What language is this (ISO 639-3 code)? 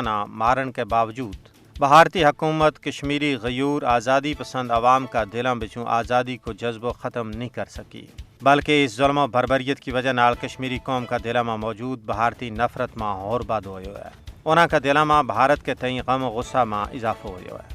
gju